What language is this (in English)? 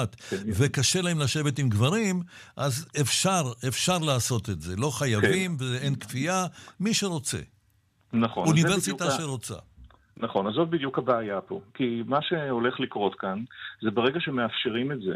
Hebrew